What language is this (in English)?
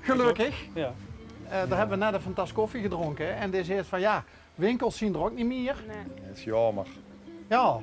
Limburgish